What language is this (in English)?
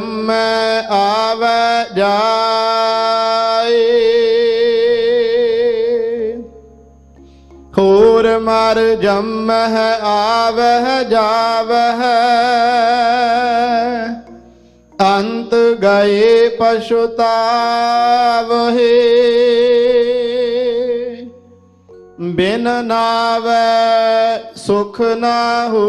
Punjabi